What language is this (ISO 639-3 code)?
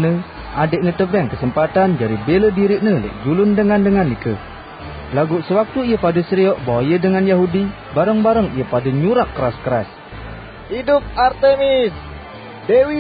sas